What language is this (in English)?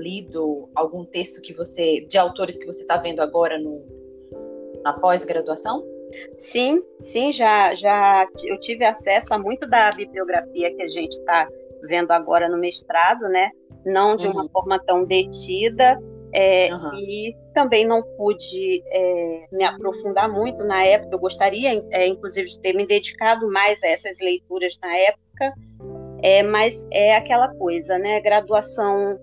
Portuguese